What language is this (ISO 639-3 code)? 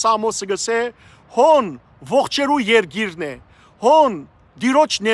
hyw